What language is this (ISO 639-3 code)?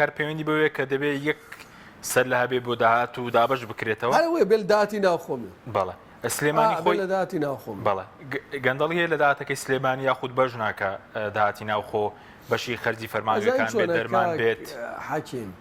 ckb